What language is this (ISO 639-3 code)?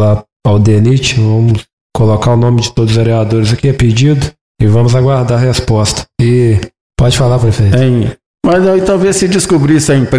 por